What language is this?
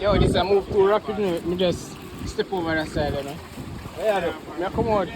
Jamaican Creole English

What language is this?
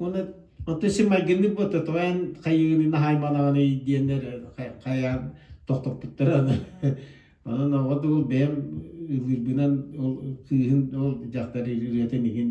Yakut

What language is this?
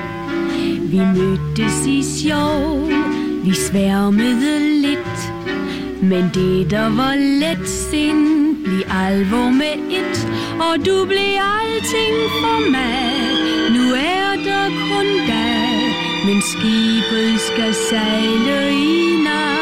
Danish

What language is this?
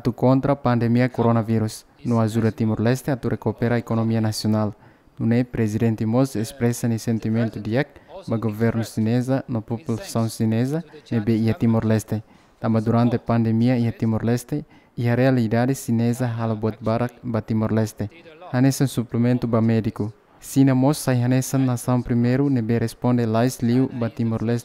Tetum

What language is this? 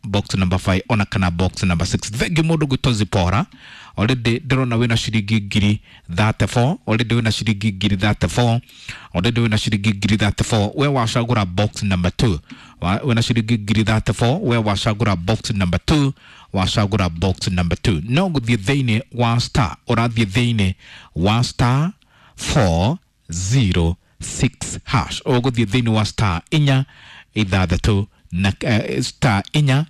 Kikuyu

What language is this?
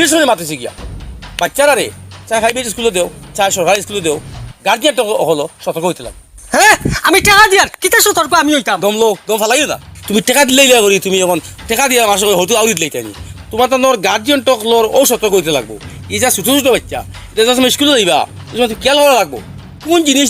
Sylheti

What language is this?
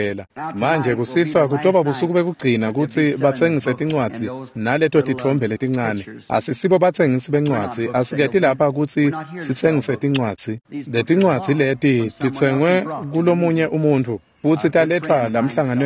Swati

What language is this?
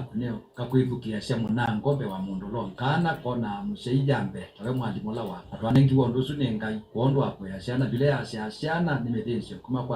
Kamba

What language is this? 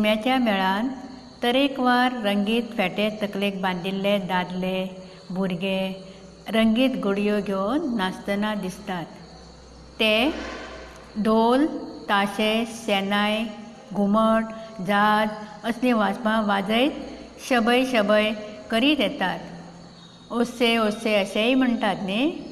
Konkani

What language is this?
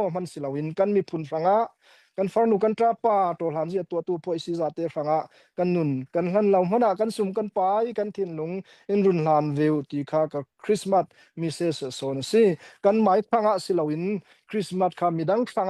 Falam Chin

